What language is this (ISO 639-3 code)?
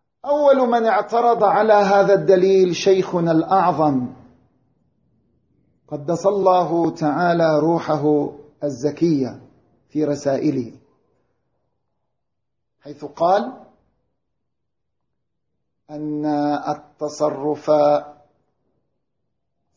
ara